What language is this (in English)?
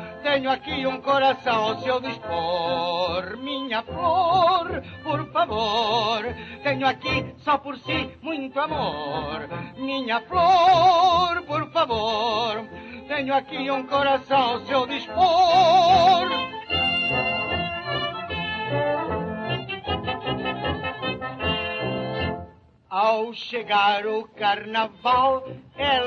Portuguese